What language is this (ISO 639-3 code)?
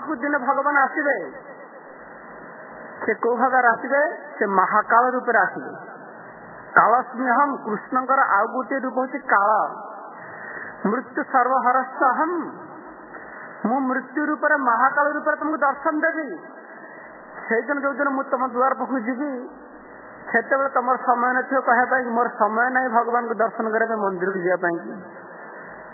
ori